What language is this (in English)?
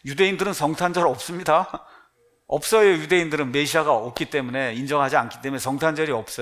Korean